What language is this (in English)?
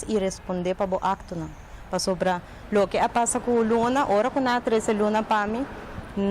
Papiamento